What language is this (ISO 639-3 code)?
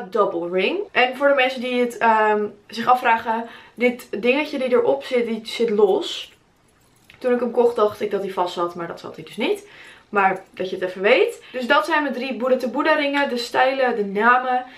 nld